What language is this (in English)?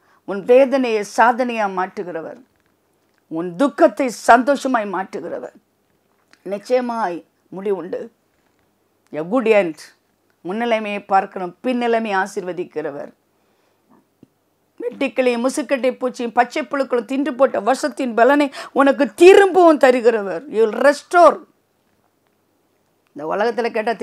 Tamil